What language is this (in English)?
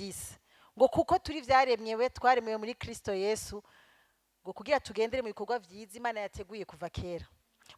Rundi